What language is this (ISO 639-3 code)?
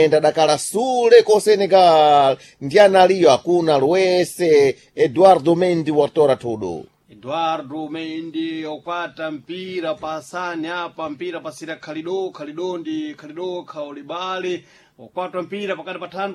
seh